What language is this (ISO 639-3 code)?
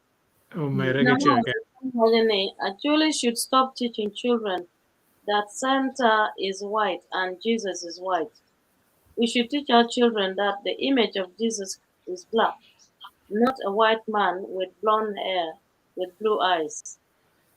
ach